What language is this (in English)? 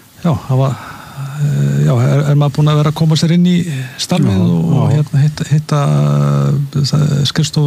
Icelandic